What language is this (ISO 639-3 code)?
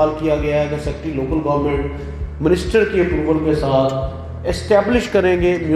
urd